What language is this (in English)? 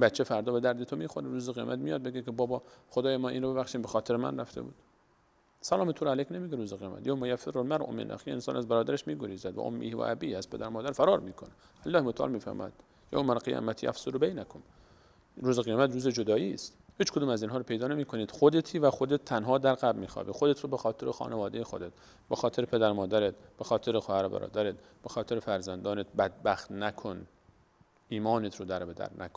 Persian